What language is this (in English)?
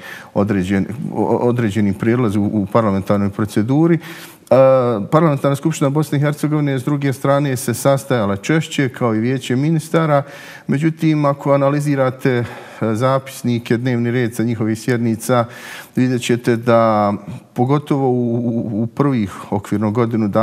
Bosnian